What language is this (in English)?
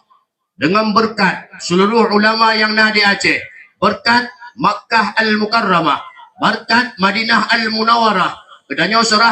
Achinese